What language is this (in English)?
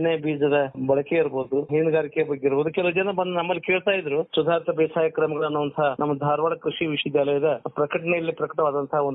Kannada